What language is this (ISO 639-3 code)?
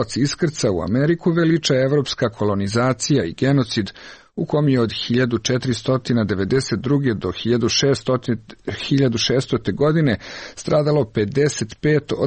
srp